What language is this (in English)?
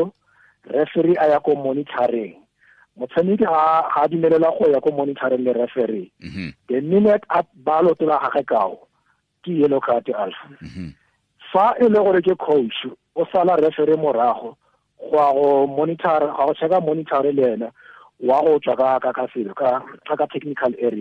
Tswana